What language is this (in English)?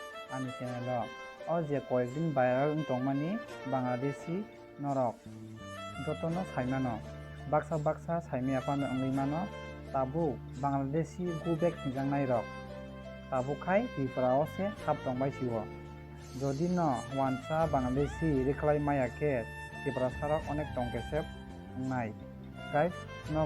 Kok Borok